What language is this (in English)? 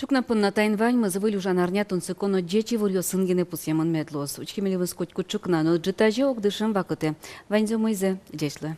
Udmurt